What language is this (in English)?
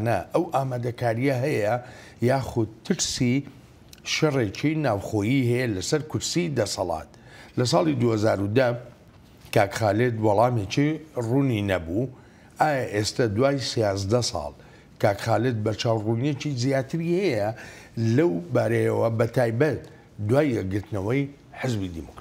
Central Kurdish